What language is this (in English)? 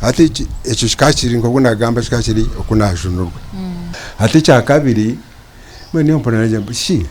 Nyankole